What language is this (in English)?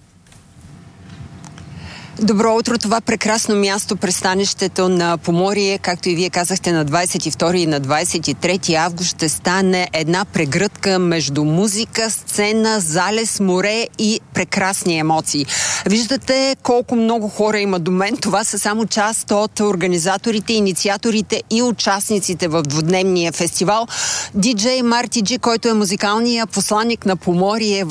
Bulgarian